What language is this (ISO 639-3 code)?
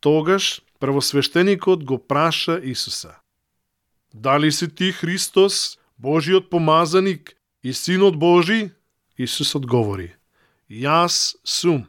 mkd